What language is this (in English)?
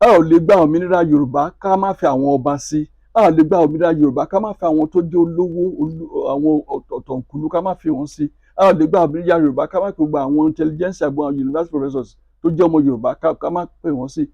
Yoruba